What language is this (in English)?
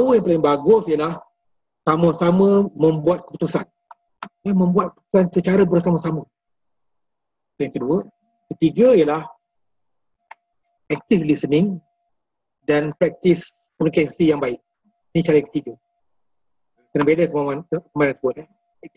Malay